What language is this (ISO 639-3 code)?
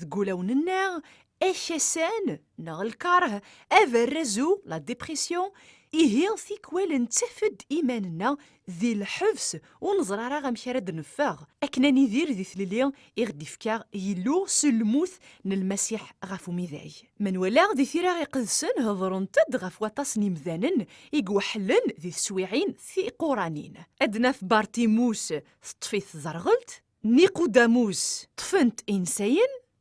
kab